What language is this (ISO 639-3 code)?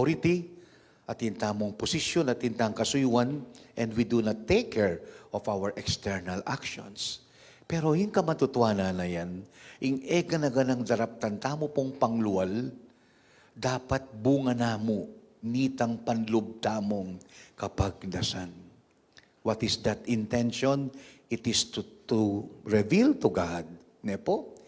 pam